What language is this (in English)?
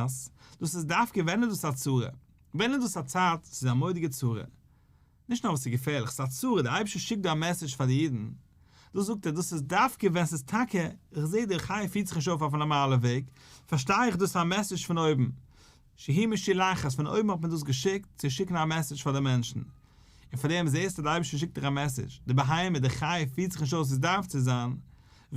Yiddish